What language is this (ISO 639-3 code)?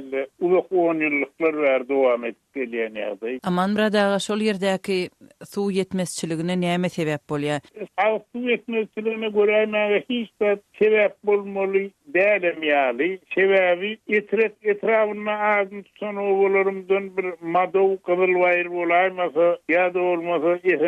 tuk